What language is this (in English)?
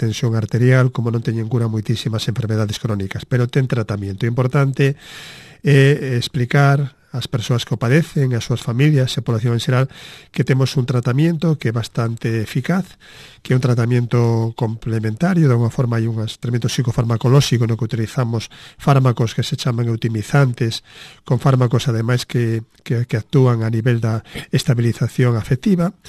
Galician